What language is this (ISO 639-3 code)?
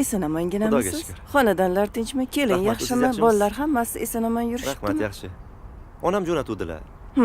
uzb